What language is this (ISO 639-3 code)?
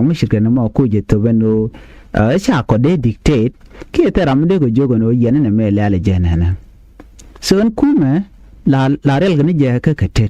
nus